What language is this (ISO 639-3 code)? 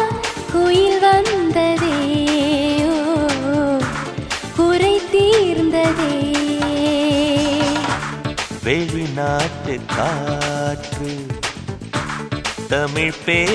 tam